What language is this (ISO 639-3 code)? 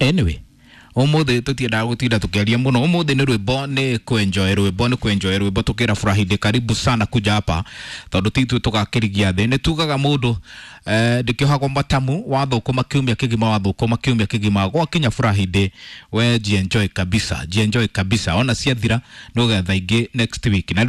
kik